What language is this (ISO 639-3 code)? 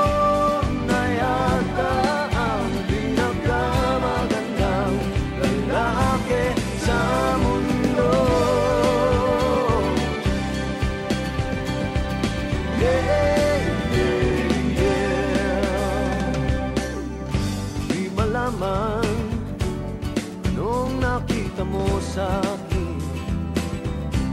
fil